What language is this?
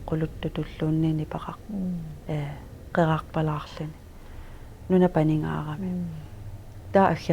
Kalaallisut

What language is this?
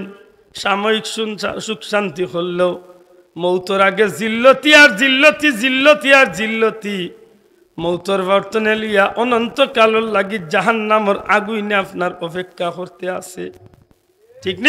Sylheti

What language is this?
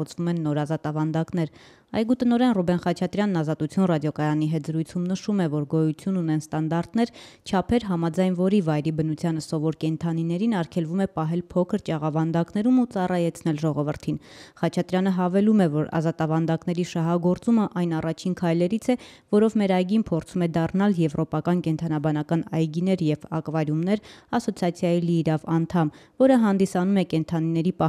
Armenian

